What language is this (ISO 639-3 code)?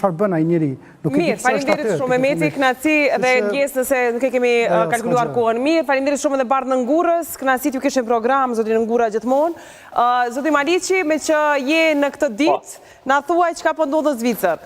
sqi